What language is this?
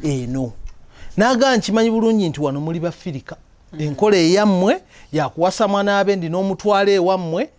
Ganda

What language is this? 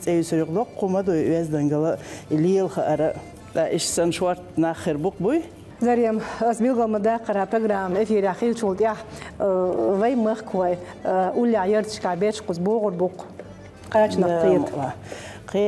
Chechen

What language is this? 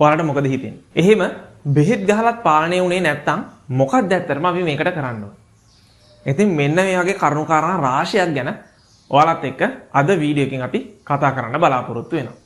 Sinhala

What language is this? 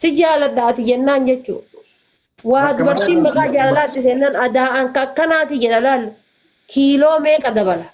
Oromo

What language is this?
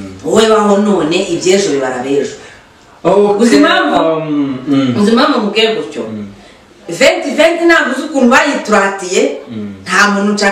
Kinyarwanda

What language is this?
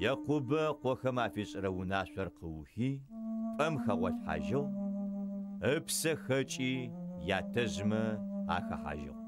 Adyghe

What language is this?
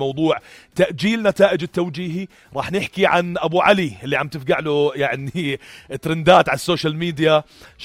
North Levantine Arabic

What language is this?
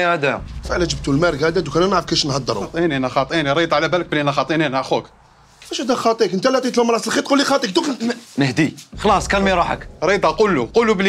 Algerian Arabic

